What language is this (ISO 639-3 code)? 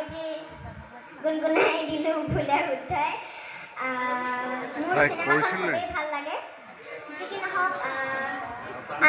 asm